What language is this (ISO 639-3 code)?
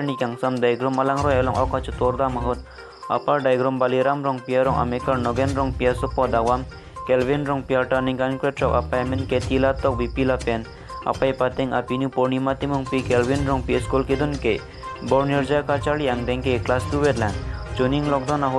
mjw